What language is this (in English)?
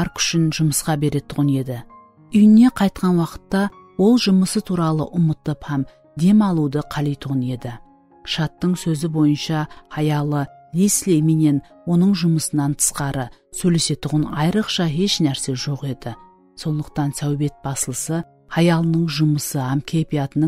Kara-Kalpak